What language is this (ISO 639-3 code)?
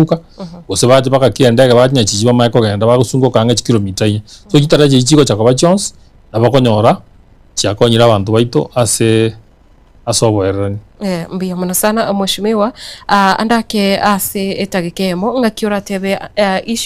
guz